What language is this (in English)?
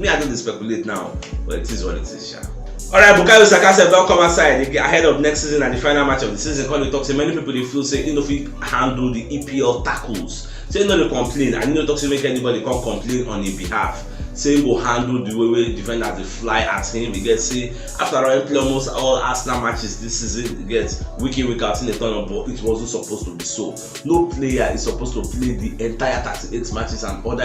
Nigerian Pidgin